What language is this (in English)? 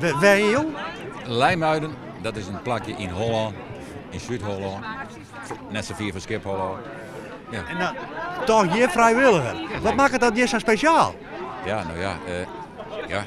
Western Frisian